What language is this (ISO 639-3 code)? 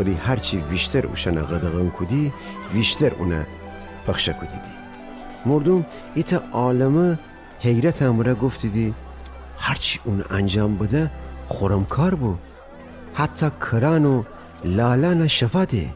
glk